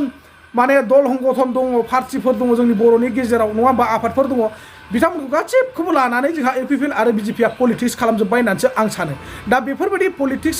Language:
Bodo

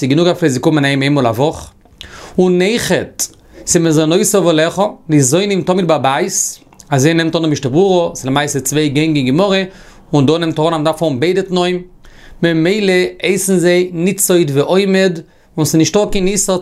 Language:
Yiddish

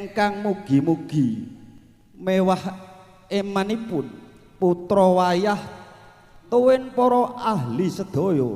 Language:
Javanese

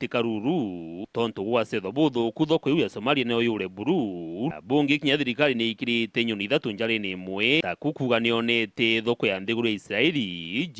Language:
Meru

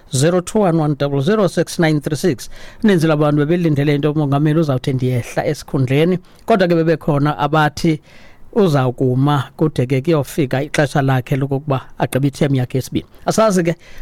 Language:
Xhosa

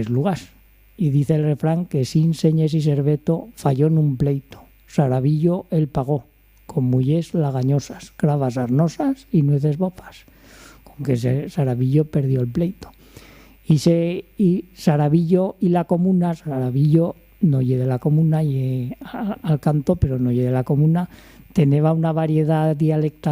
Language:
Aragonese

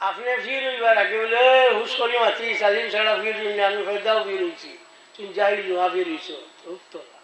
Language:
Sylheti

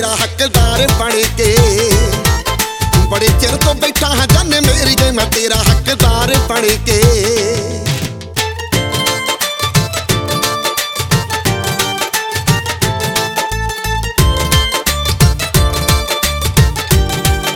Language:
Punjabi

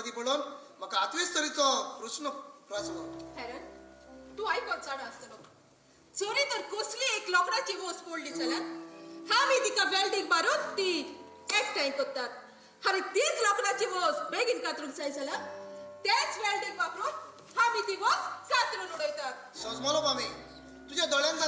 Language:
Konkani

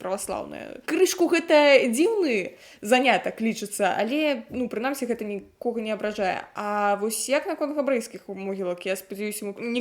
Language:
Belarusian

